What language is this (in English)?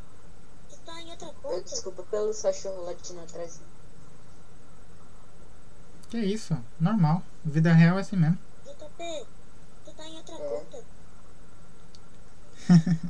Portuguese